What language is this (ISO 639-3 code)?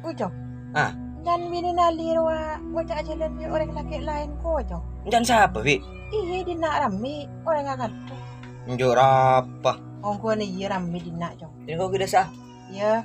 mad